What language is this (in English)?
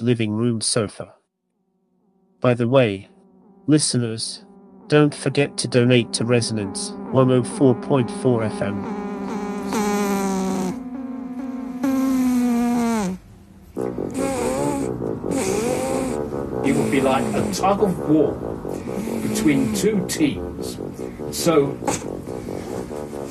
English